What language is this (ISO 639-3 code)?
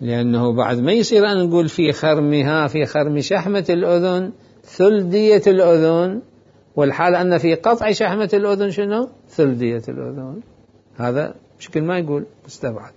acm